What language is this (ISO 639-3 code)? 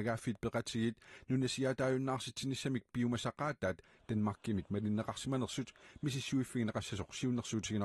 kal